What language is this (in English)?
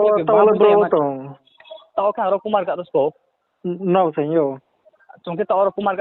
Riang (India)